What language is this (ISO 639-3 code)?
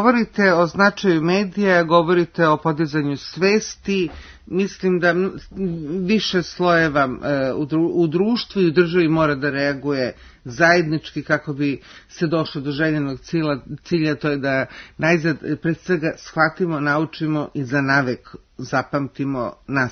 srp